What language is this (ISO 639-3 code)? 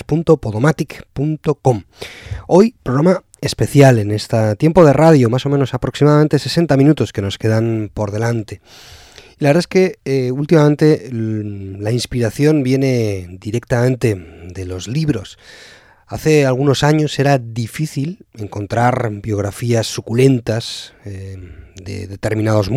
spa